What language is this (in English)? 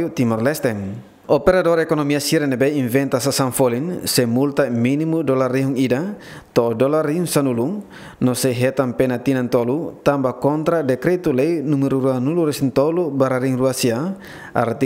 Tetum